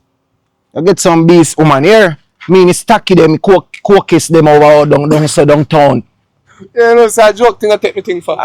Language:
Jamaican Creole English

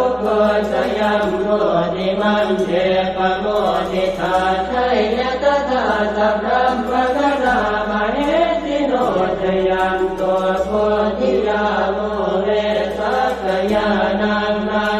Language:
Pali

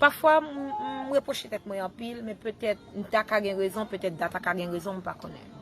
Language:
Haitian Creole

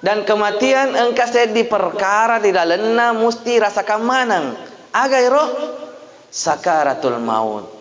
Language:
Buginese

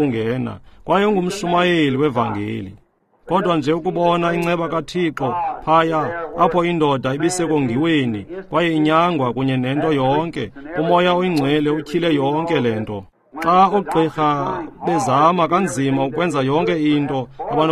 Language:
Xhosa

